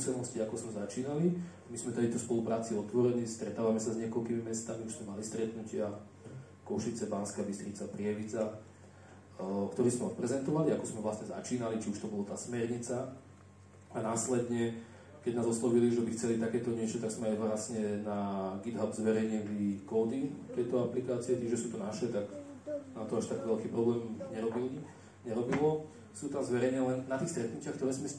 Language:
Slovak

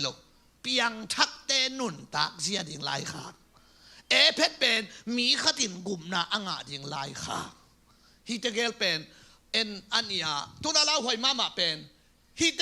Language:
Tedim Chin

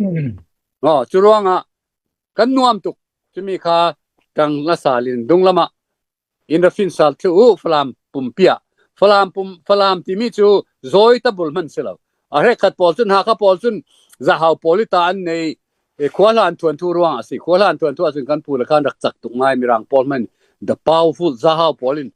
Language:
Falam Chin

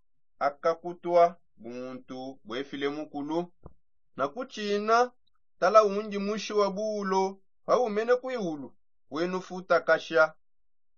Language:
Songe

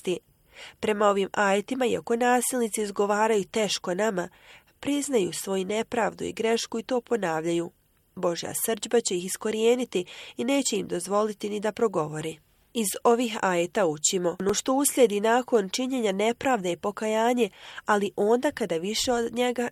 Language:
Bosnian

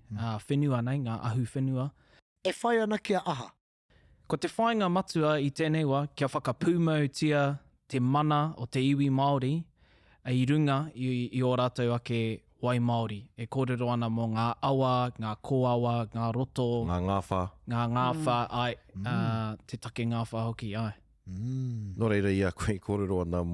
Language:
Māori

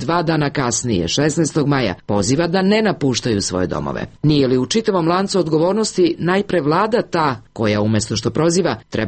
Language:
Serbian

